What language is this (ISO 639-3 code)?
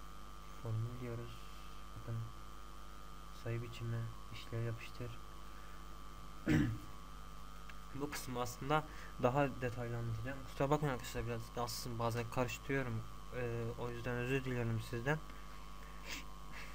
tur